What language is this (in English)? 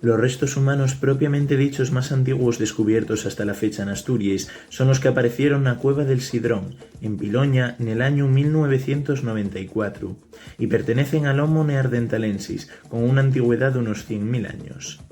Asturian